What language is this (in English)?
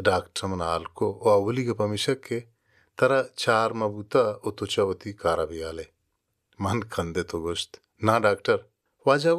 Baluchi